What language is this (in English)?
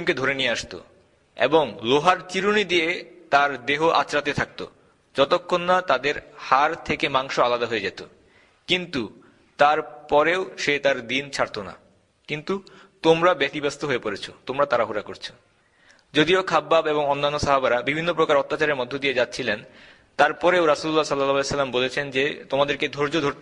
Bangla